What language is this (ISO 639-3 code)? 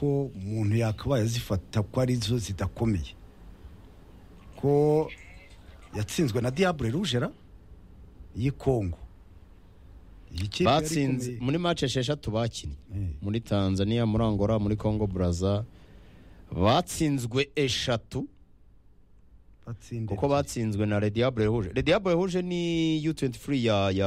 kin